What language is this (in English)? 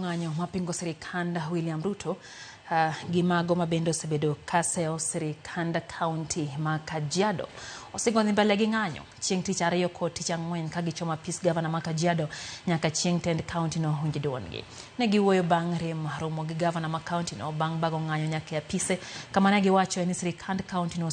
Luo (Kenya and Tanzania)